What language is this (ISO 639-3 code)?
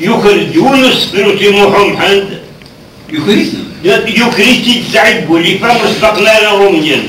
kab